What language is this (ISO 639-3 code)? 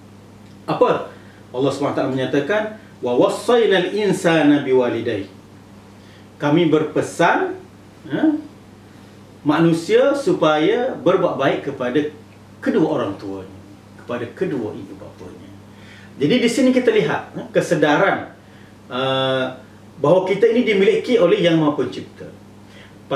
msa